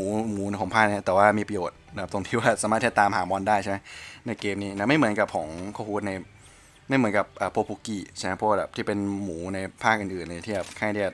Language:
Thai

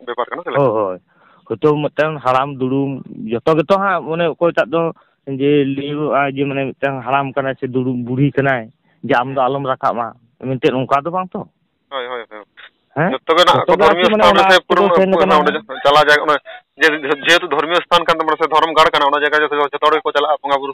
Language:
Santali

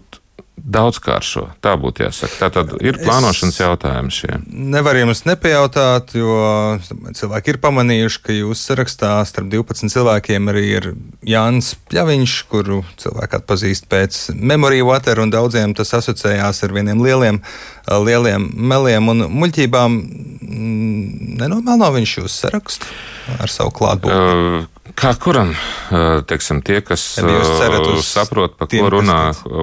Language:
Latvian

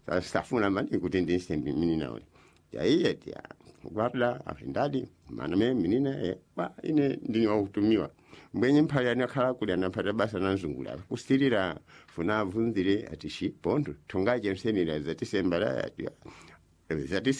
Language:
Sena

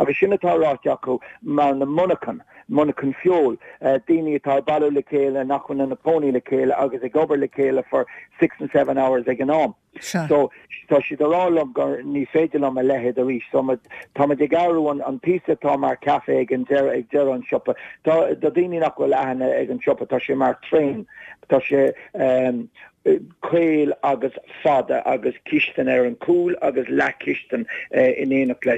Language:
Irish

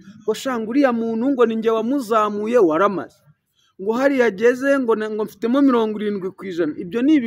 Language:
Kinyarwanda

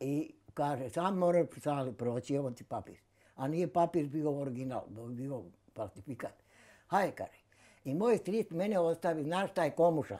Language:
Bosnian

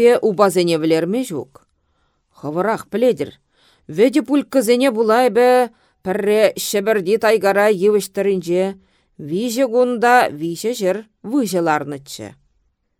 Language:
Chuvash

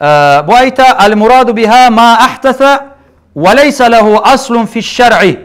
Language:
Kumyk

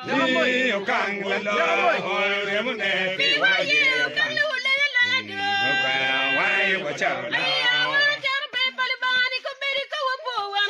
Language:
Acoli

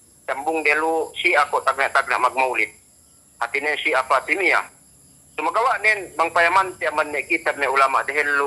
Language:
Yakan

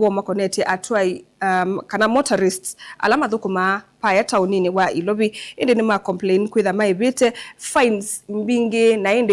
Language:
Kamba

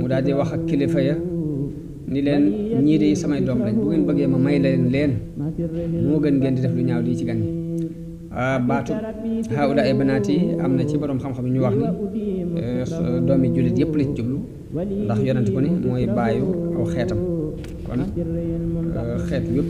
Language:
Wolof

